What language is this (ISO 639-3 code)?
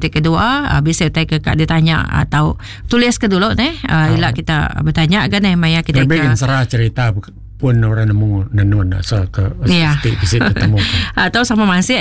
iba